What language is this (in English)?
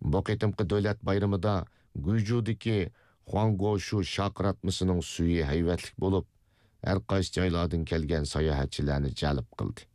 Uyghur